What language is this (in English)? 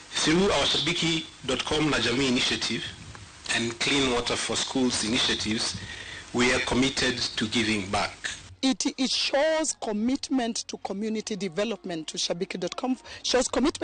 Luo (Kenya and Tanzania)